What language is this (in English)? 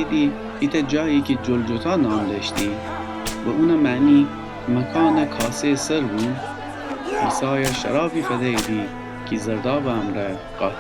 Gilaki